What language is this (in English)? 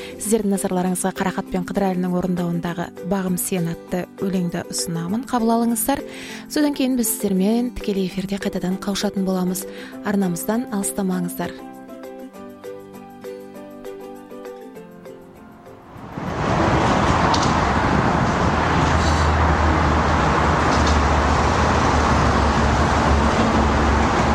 Kazakh